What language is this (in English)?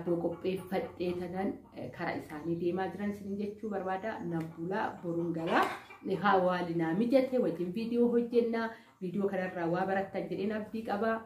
Oromo